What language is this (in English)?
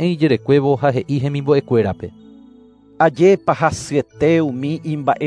Guarani